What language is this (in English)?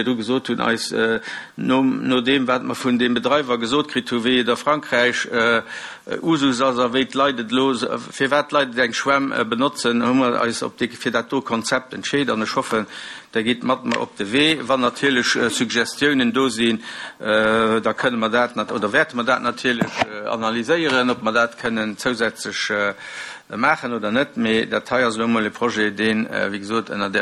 Luxembourgish